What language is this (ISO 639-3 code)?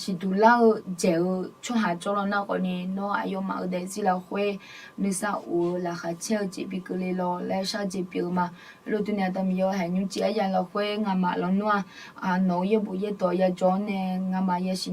ahk